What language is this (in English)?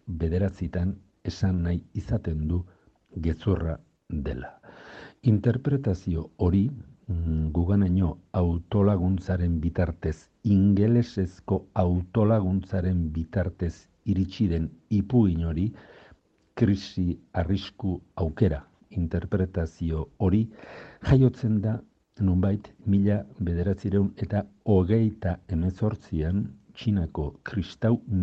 Basque